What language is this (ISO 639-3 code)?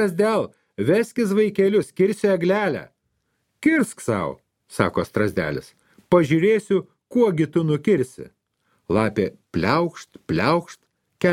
lit